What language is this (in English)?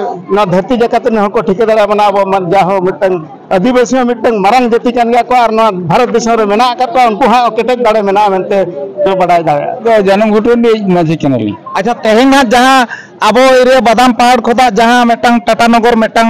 Santali